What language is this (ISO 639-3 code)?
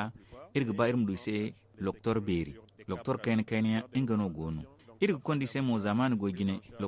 dje